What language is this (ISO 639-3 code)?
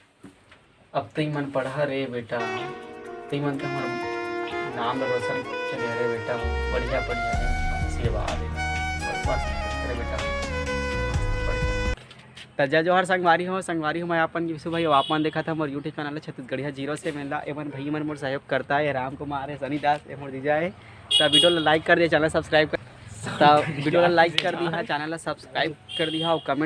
hne